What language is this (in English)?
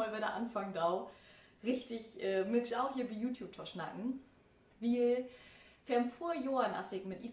Low German